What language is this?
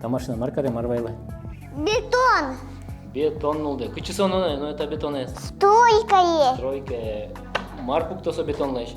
Udmurt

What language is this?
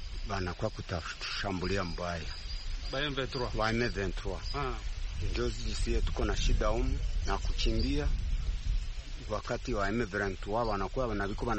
Swahili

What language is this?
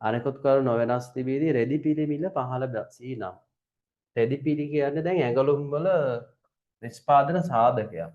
Sinhala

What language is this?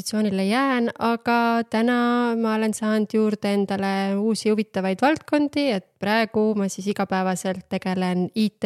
Estonian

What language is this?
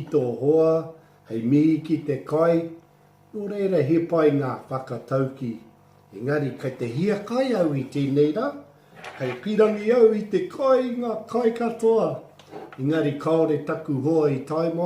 Māori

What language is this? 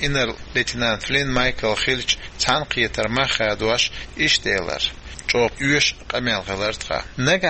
Chechen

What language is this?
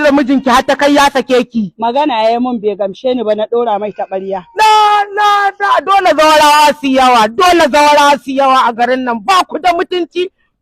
Hausa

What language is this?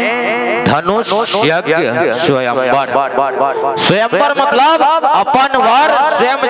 Chhattisgarhi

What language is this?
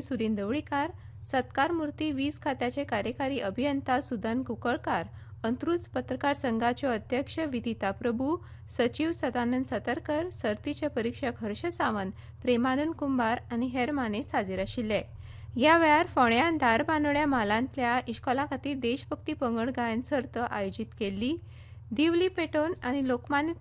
Konkani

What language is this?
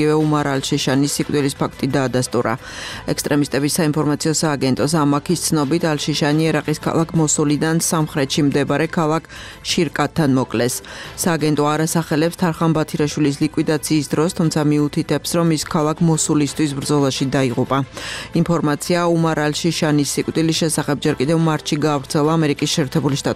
Georgian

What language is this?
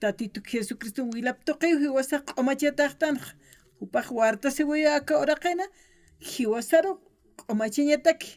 Aymara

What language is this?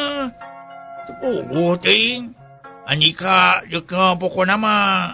Sundanese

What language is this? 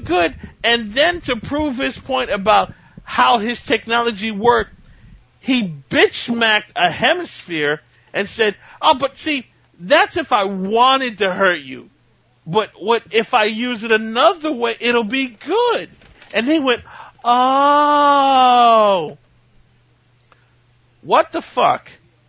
English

